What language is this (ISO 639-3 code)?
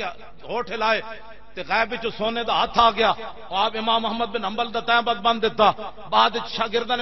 lah